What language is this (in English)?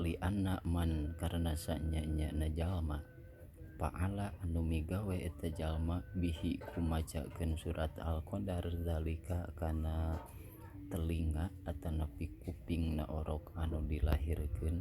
Sundanese